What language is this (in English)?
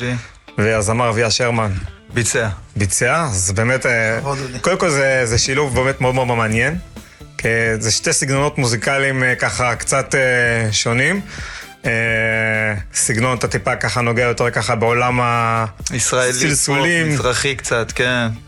Hebrew